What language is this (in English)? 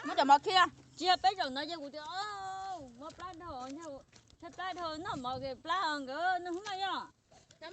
Hmong